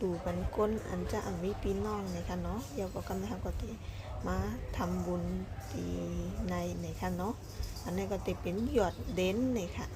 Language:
Shan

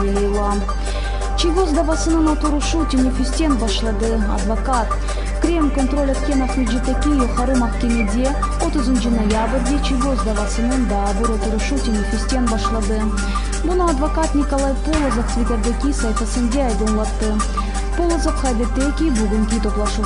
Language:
Crimean Tatar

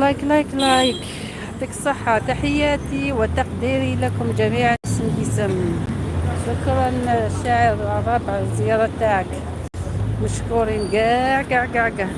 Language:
Algerian Arabic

